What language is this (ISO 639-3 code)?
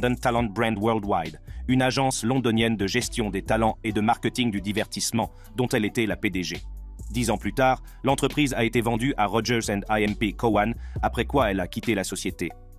fra